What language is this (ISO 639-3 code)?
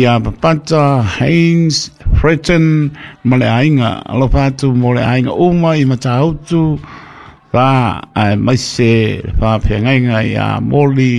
smo